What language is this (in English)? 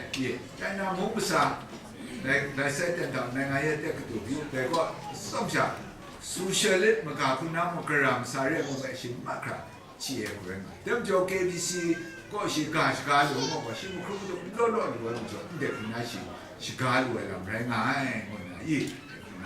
Kachin